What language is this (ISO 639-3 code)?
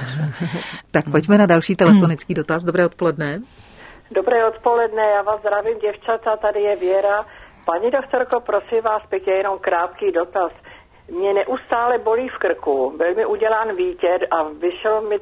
ces